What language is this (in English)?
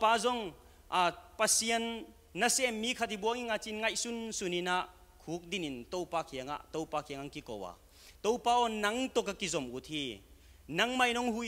Tedim Chin